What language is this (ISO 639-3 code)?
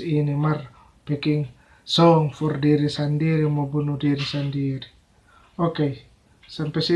xmm